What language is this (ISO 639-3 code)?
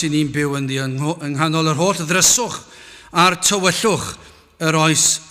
cym